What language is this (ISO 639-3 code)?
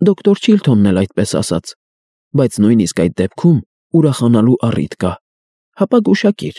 hye